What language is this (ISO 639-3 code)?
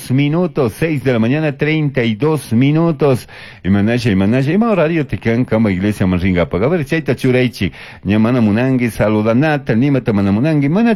qug